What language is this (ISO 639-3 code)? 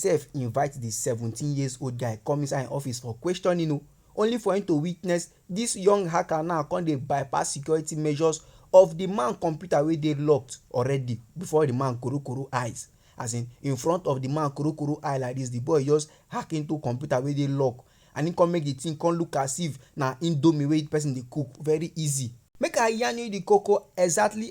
pcm